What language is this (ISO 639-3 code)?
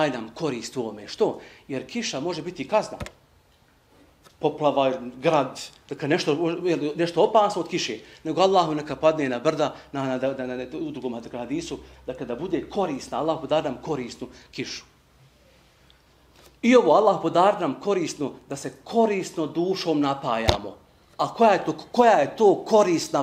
bos